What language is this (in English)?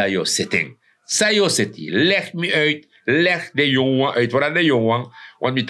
Sranan Tongo